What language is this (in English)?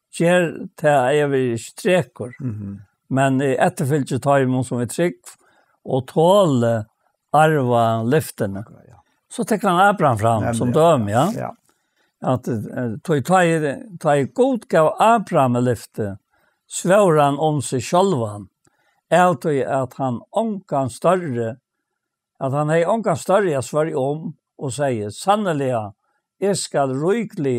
Faroese